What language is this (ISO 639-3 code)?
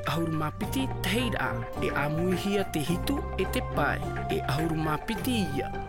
tah